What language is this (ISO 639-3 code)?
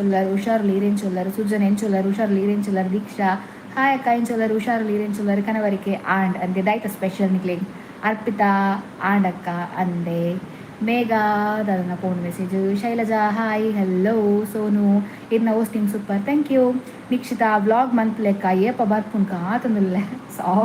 tcy